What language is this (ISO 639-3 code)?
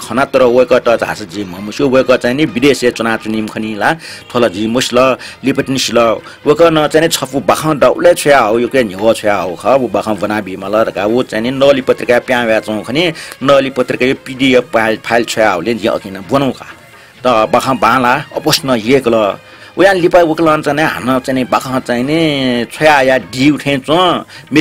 new